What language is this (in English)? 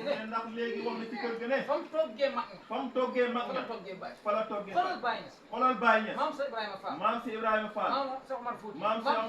Wolof